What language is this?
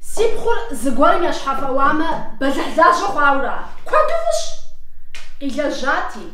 Kabardian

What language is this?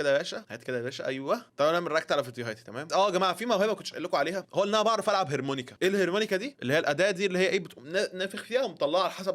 Egyptian Arabic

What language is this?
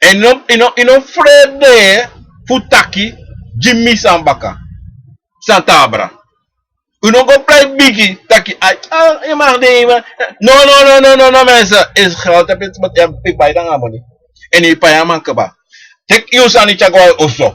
Sranan Tongo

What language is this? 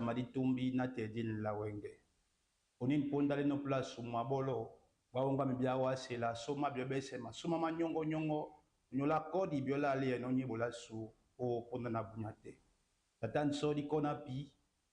Duala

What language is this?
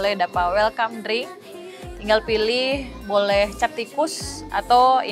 Manado Malay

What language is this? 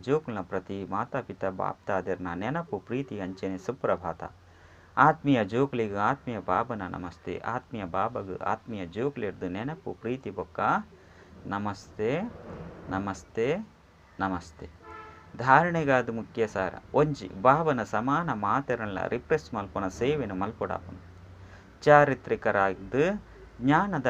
Tulu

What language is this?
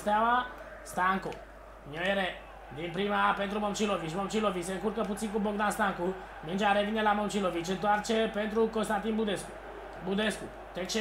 Romanian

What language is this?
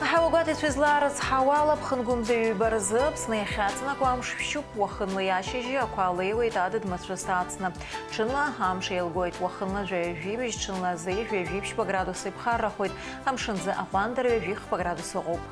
Abkhazian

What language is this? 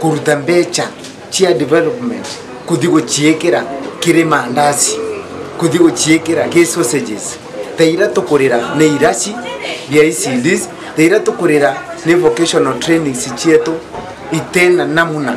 Meru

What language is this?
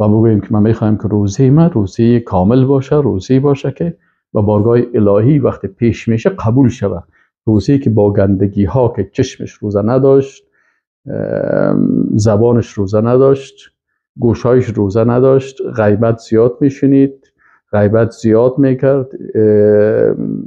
Persian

